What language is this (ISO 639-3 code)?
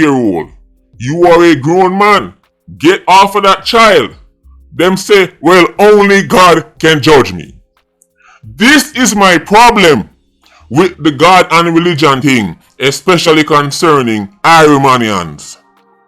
jam